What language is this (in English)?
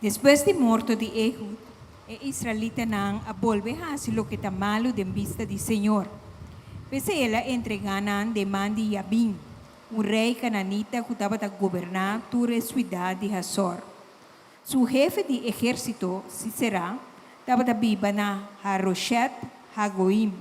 Papiamento